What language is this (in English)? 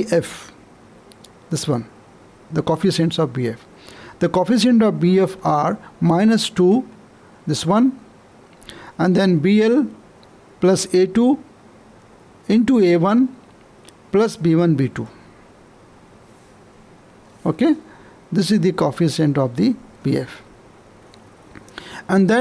English